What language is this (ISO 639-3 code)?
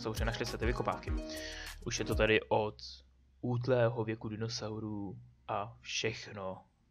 ces